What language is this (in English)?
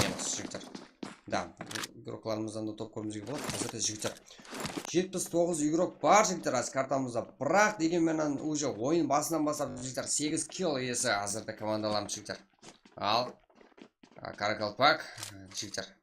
Kara-Kalpak